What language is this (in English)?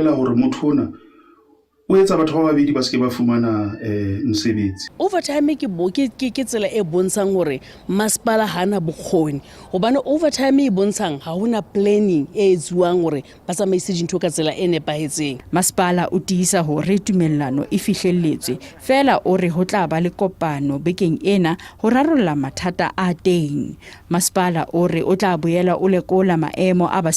Southern Sotho